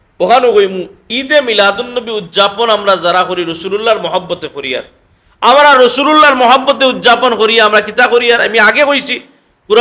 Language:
Sylheti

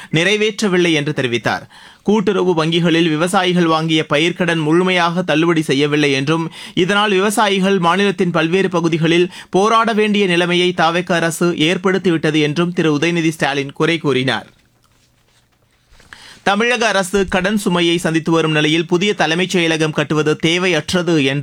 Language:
Tamil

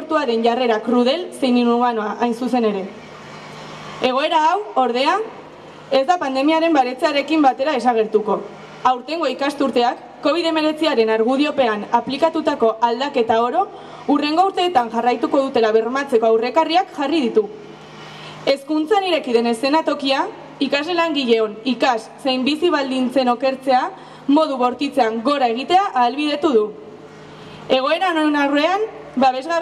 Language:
Basque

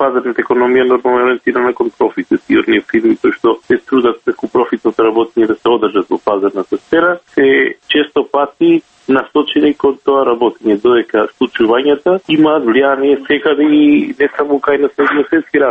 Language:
Macedonian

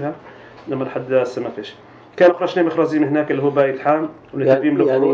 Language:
North Levantine Arabic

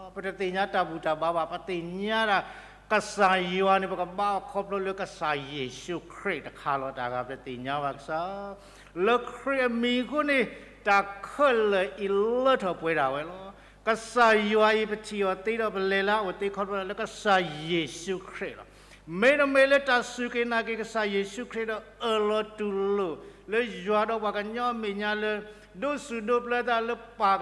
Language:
S'gaw Karen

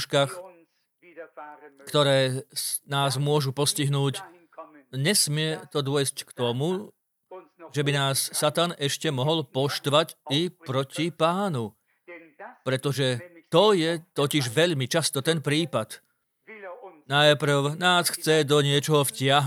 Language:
Slovak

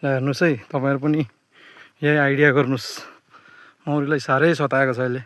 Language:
Nepali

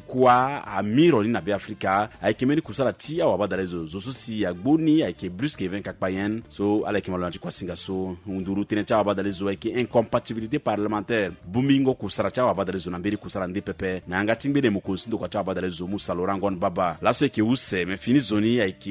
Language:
Sango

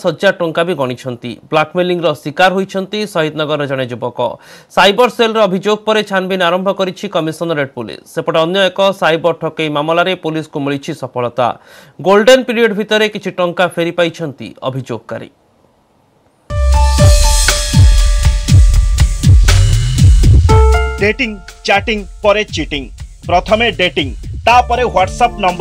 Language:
Odia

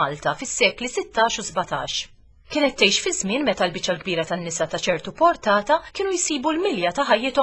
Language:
Maltese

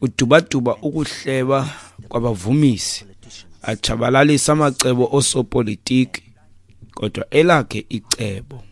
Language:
Xhosa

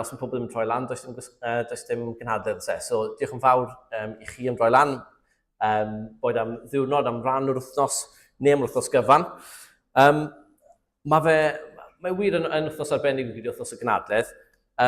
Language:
Welsh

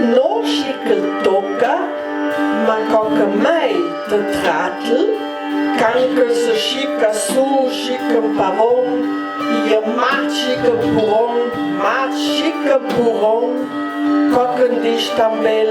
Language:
Ladin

